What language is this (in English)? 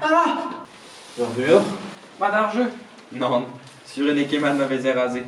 Breton